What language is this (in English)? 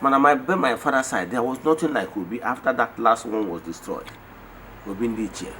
Igbo